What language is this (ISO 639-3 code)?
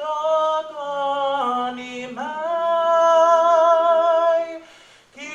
ton